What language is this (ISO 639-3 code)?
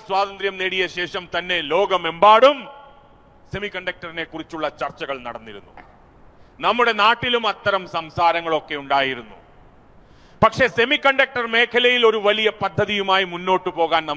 mal